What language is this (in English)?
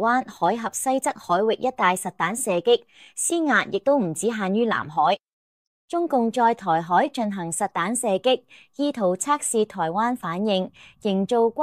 Cantonese